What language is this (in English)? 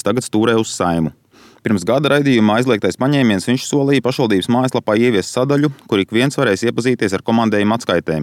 Latvian